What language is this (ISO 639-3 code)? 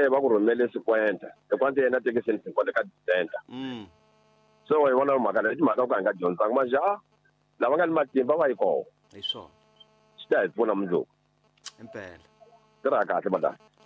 tso